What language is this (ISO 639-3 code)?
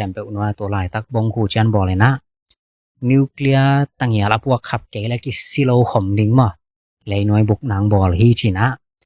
ctd